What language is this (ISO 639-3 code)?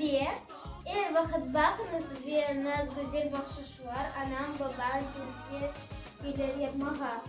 crh